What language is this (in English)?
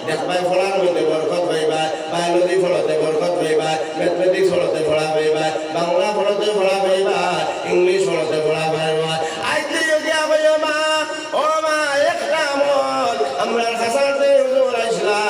Sylheti